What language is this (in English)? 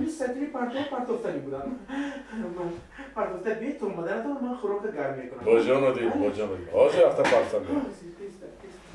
Tajik